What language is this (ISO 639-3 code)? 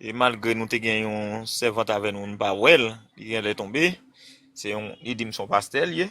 hat